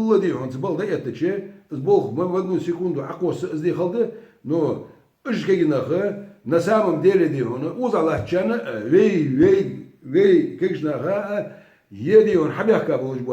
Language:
Ingush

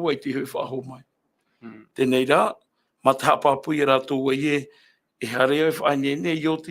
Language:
Tahitian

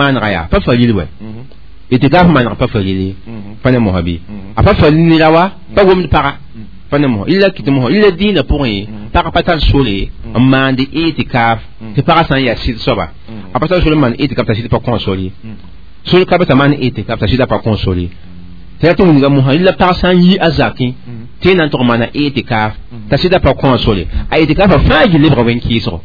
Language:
Mossi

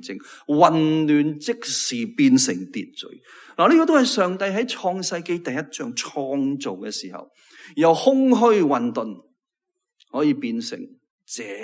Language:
Cantonese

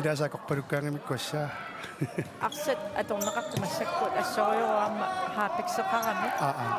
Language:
Kalaallisut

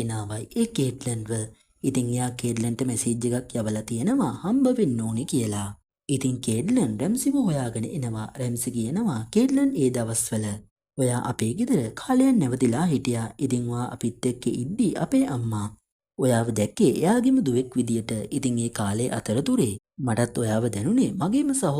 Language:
Sinhala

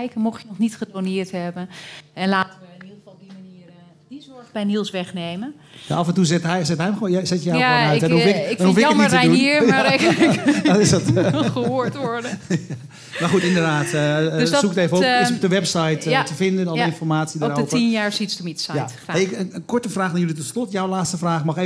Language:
Dutch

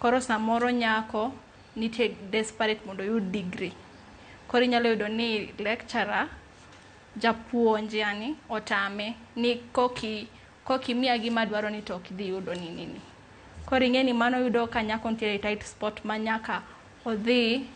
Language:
Luo (Kenya and Tanzania)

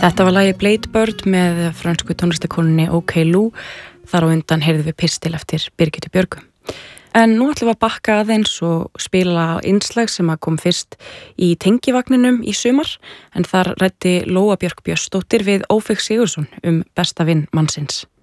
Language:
Icelandic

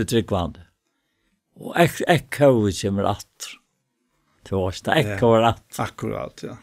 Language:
Faroese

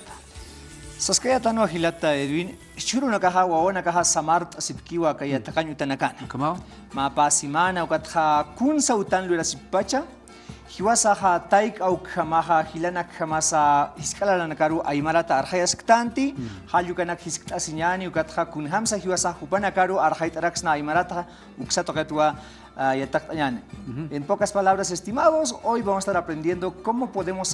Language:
Aymara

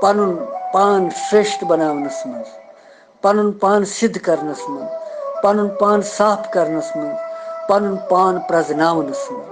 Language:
Kashmiri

